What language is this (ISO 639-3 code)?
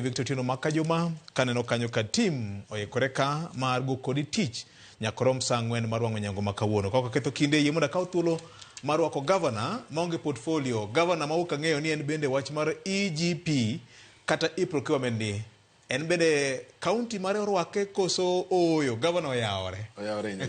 luo